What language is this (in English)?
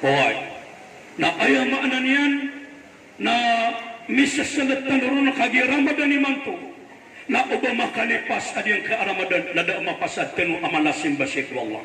Maranao